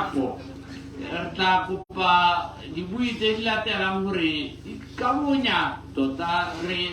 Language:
Tswana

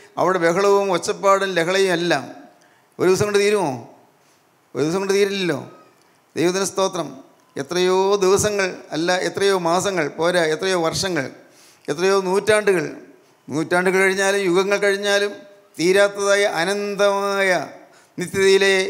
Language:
Malayalam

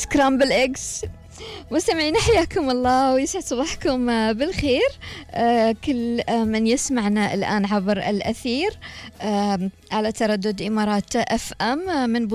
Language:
Gulf Arabic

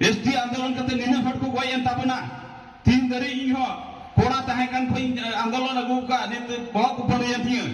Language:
Santali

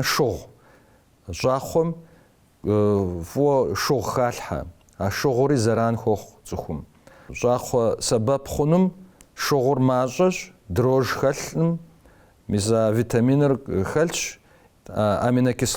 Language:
Kabardian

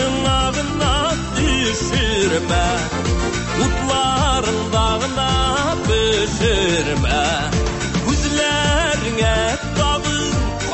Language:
Tatar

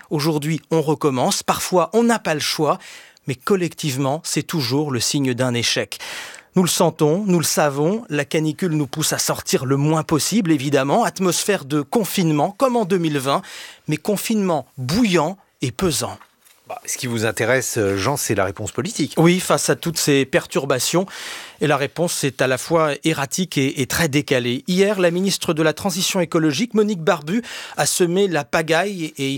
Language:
French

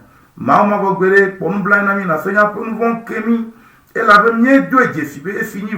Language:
Ewe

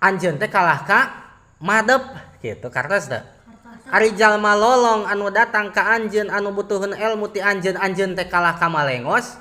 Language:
Sundanese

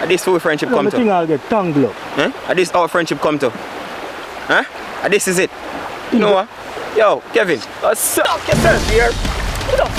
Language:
Jamaican Creole English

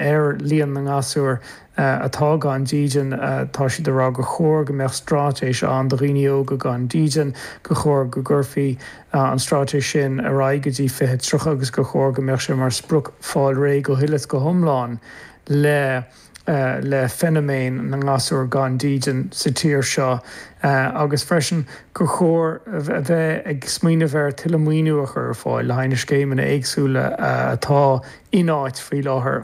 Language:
Irish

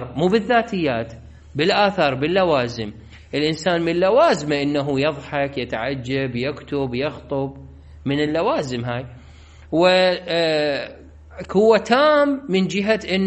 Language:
Mesopotamian Arabic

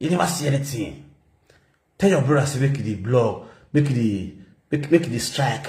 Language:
Nigerian Pidgin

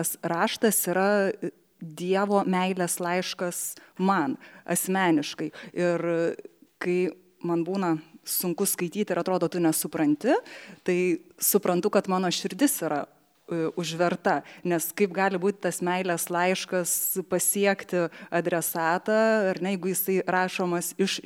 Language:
Lithuanian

